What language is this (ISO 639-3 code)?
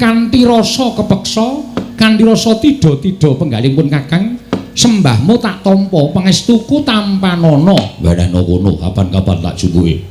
jav